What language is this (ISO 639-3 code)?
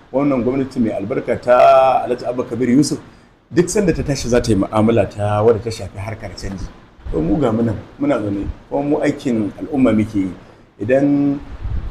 hau